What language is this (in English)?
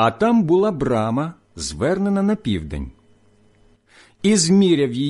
Ukrainian